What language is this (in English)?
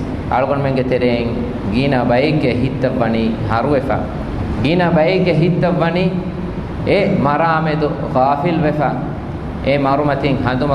Divehi